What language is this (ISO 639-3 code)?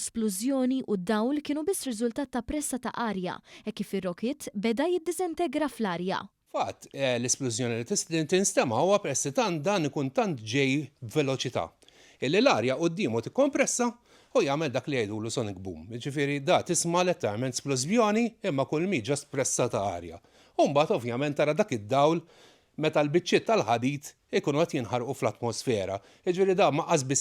mlt